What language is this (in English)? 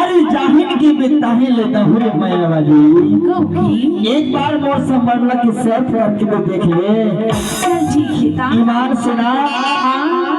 Chhattisgarhi